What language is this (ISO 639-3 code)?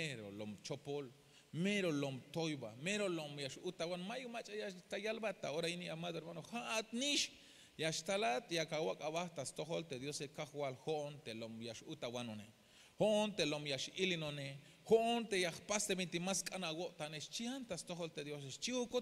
tzh